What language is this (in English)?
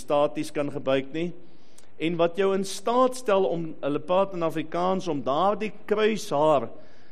Afrikaans